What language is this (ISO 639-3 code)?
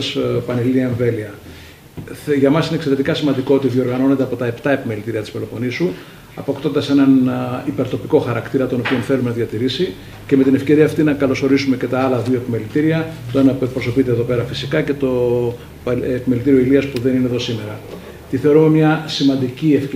ell